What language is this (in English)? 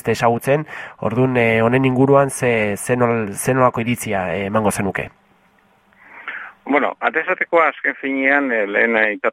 Basque